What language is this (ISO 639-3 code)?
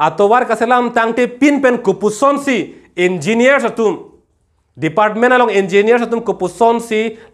mjw